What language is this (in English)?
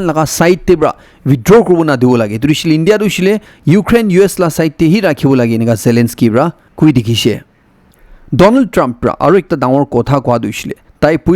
Naga Pidgin